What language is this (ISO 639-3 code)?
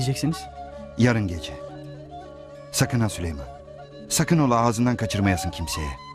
tur